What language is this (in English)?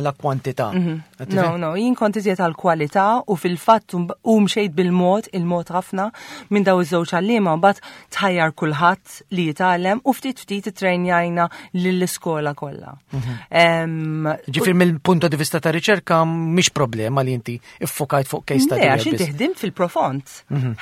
Maltese